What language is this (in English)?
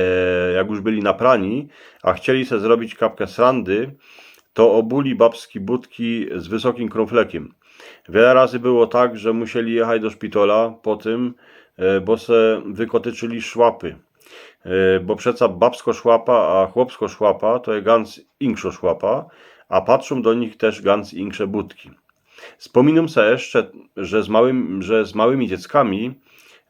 Silesian